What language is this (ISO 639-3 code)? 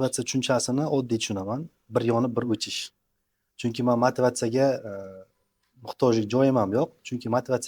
uzb